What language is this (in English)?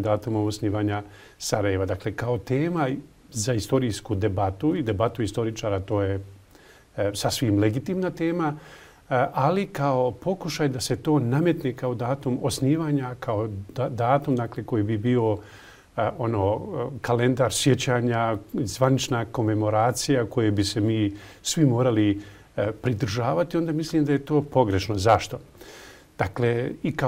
Bosnian